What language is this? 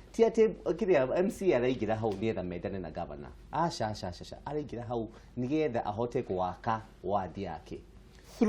Kikuyu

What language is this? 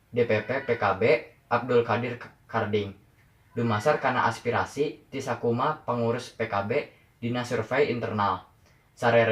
Sundanese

